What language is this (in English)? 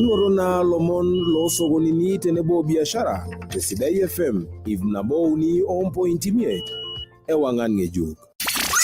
Masai